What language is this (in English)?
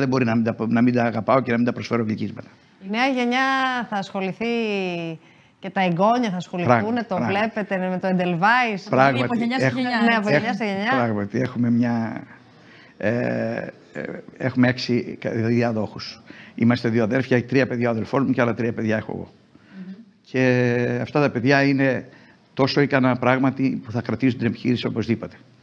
Greek